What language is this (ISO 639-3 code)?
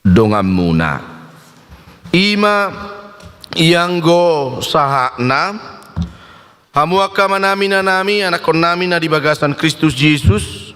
bbc